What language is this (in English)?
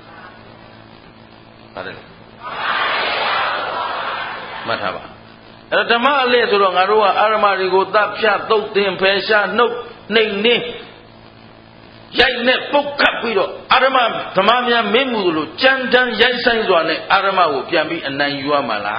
Burmese